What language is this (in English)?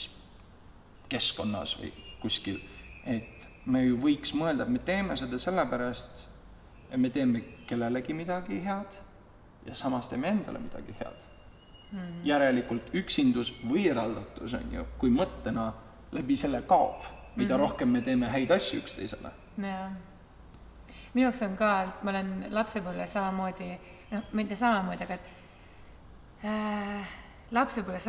Estonian